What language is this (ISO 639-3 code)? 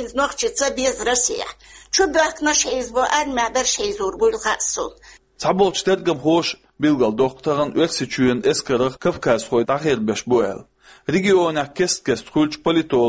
che